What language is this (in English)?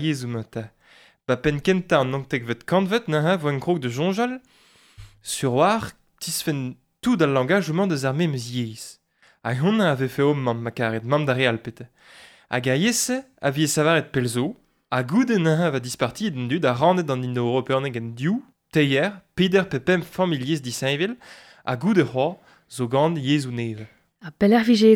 Breton